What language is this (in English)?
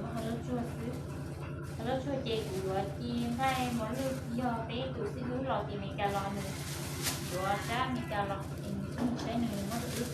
Hmong